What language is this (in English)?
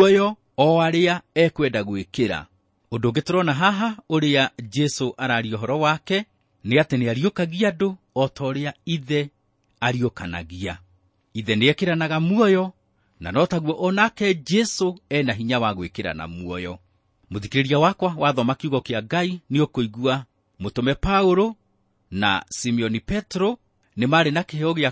Kikuyu